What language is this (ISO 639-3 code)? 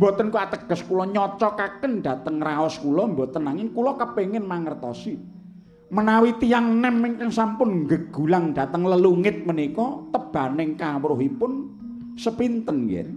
jav